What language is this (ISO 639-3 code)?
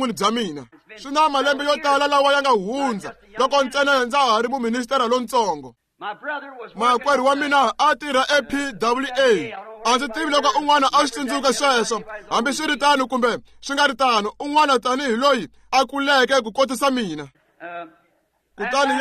tso